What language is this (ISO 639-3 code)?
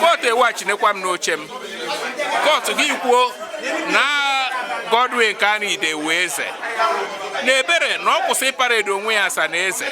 ibo